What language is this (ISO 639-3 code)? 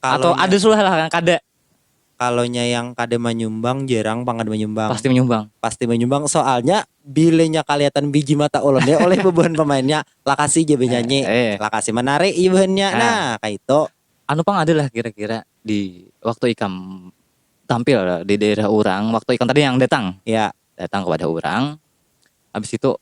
bjn